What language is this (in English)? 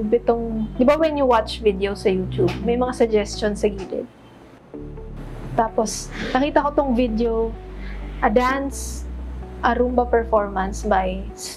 Filipino